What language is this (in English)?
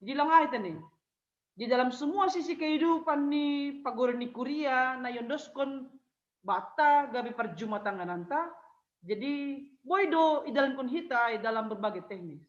Batak Simalungun